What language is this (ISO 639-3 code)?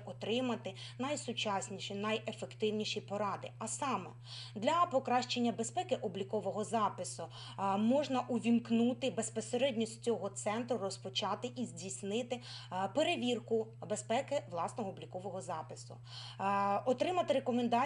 ukr